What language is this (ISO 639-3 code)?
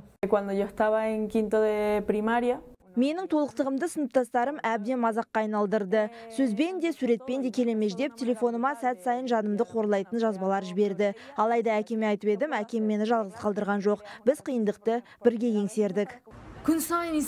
kaz